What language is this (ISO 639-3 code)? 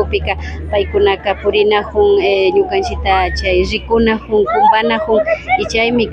qvi